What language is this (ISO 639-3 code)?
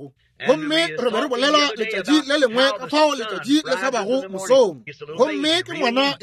nso